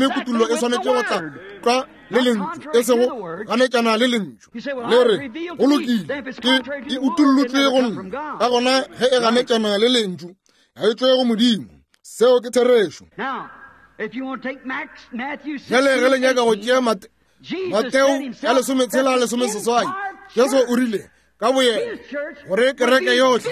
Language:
Northern Sotho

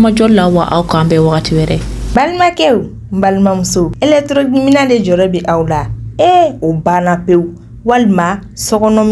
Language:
Bambara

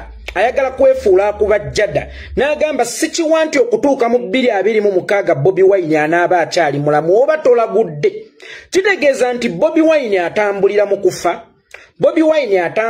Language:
Ganda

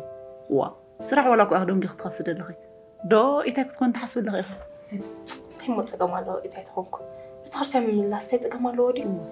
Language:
Tigrinya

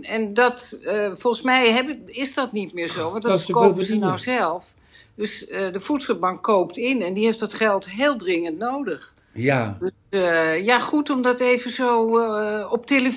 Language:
Dutch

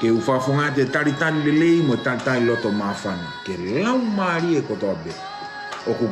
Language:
Tongan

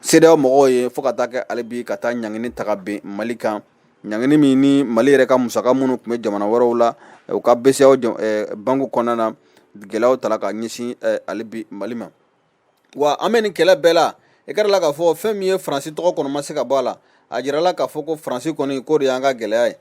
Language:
Bambara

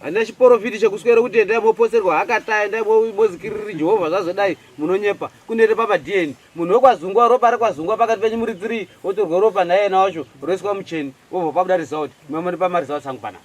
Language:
Shona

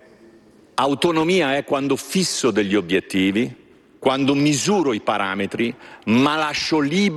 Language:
Italian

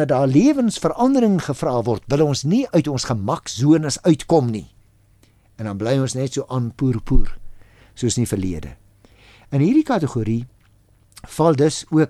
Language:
Afrikaans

